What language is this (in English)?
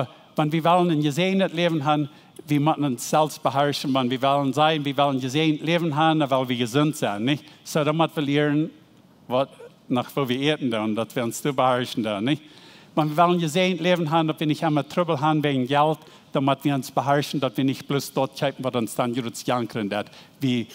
Plautdietsch